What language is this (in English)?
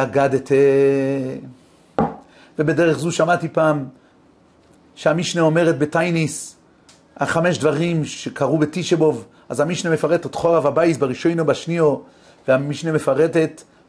Hebrew